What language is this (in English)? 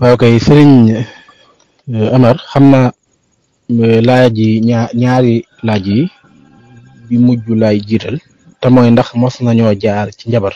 Wolof